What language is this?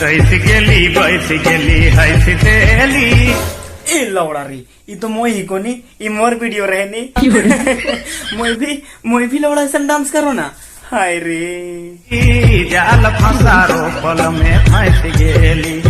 Sadri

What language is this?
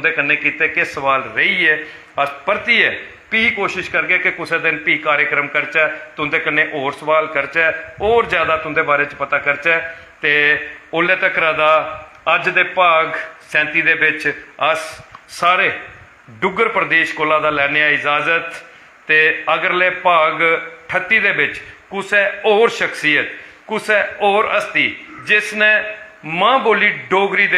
Dogri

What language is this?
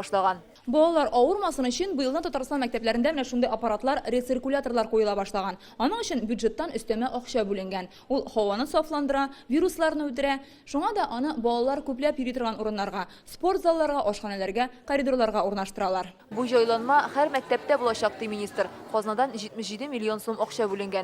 Tatar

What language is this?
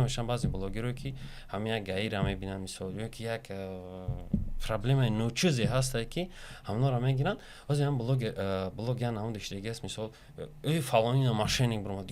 Tajik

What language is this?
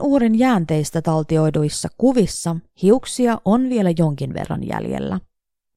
Finnish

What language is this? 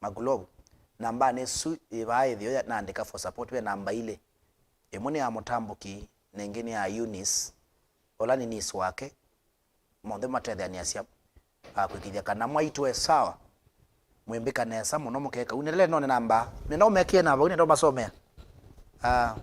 Kamba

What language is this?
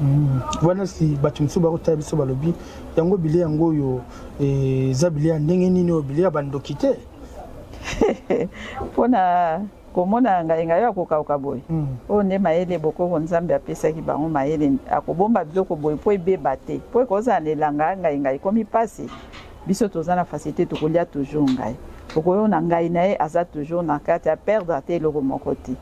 Lingala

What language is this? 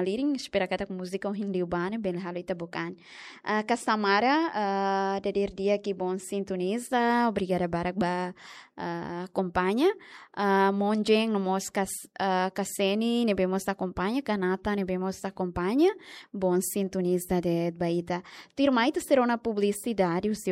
Tetum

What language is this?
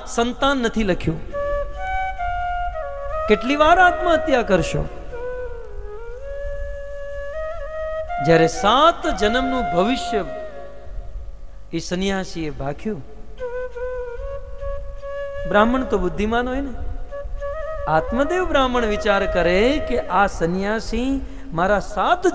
Gujarati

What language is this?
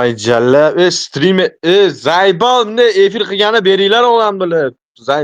Uzbek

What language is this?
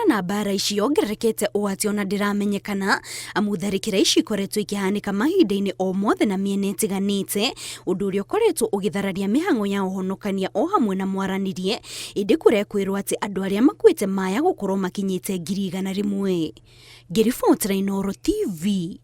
Kikuyu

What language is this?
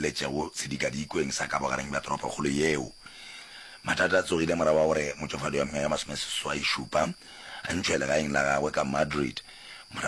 Northern Sotho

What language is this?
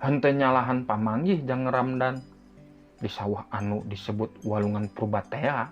Sundanese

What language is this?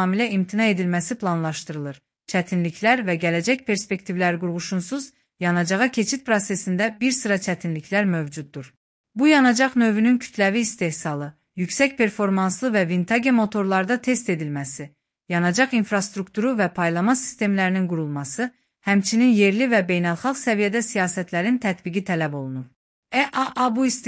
Azerbaijani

